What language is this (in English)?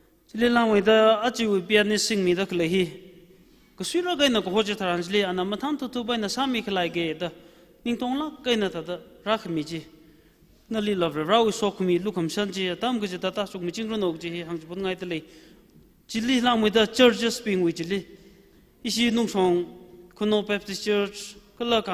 Tangkhul Naga (India)